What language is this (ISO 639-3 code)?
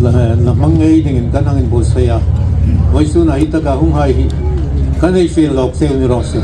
hmr